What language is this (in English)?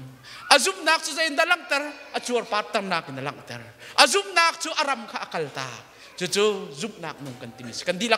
Hakha Chin